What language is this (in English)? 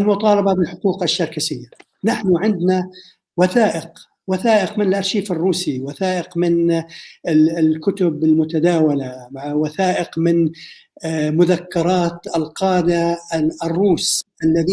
North Levantine Arabic